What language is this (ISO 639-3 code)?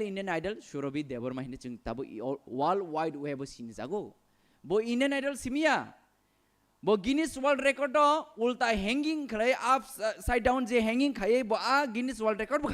trp